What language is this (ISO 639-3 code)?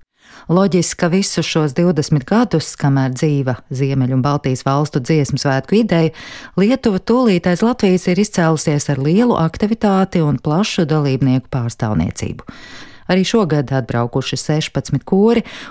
lav